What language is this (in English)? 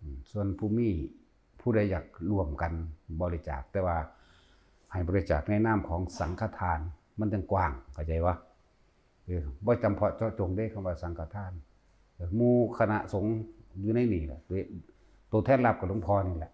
Lao